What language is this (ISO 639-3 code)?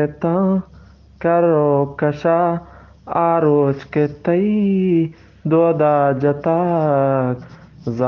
bgp